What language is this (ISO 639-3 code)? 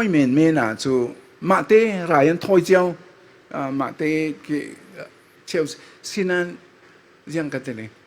cfm